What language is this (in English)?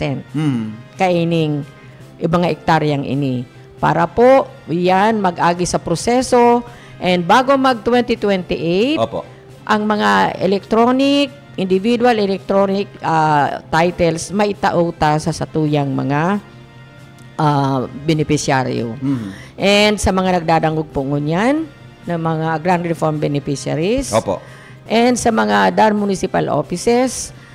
Bikol